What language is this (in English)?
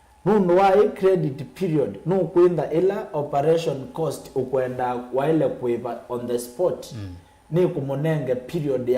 Kamba